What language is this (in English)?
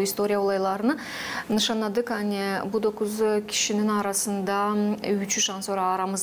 Gagauz